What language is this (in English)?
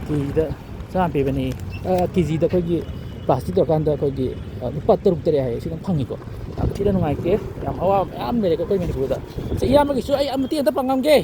Manipuri